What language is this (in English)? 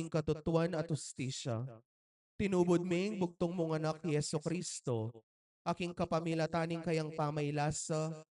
Pampanga